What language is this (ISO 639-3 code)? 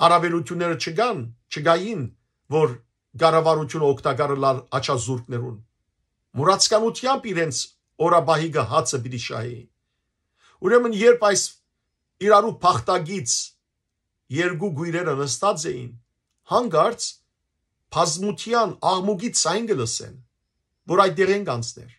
hyw